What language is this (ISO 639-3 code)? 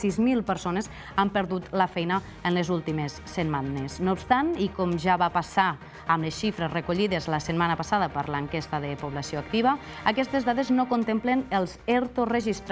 cat